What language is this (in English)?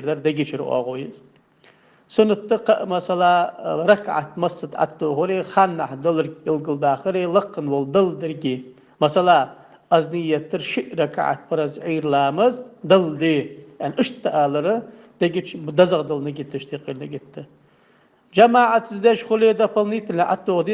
Ingush